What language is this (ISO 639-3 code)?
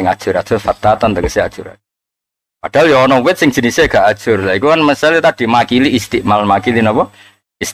jav